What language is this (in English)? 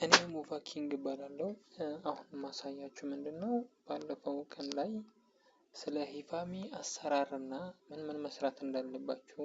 Amharic